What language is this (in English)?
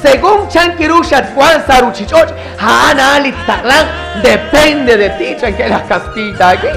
Kekchí